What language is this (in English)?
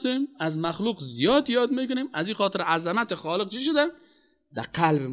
Persian